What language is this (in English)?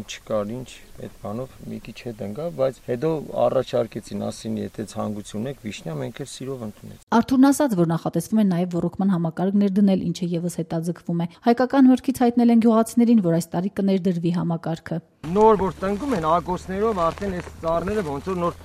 Armenian